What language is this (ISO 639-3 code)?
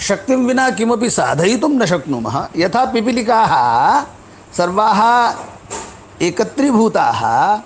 san